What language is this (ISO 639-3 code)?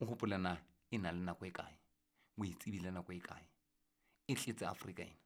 sot